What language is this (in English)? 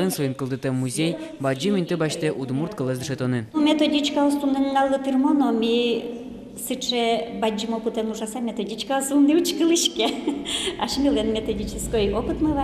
Udmurt